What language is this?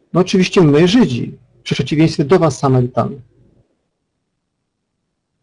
Polish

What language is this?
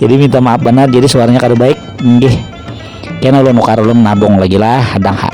Banjar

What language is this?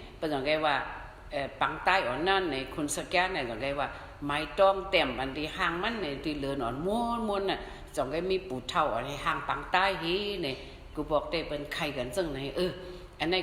Shan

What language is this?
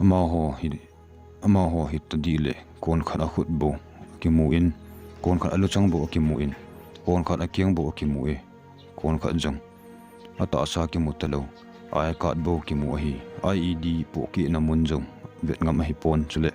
Thado Chin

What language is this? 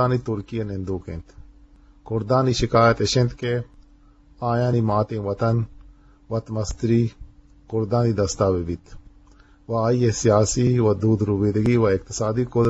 Eastern Balochi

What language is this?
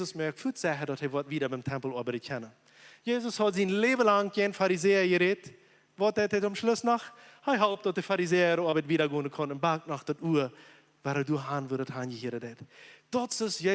Plautdietsch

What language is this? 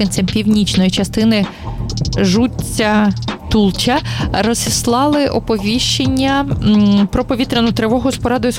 Ukrainian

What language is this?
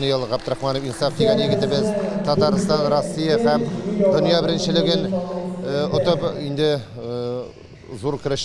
Tatar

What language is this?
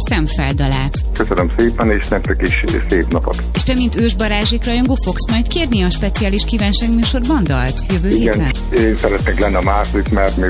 Hungarian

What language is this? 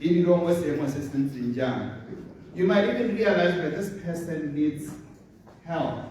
Tswana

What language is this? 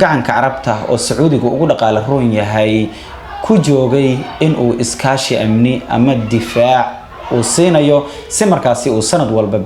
Somali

